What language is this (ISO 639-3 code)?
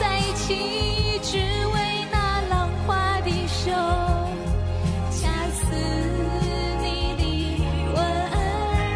zho